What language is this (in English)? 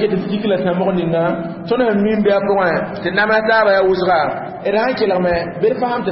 Mossi